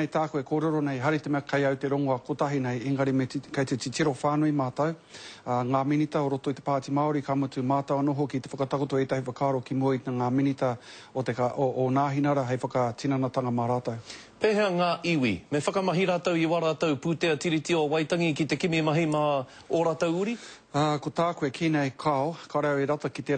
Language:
Māori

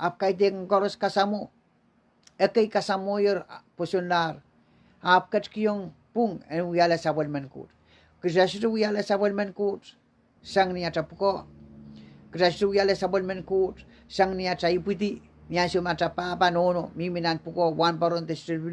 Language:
Pohnpeian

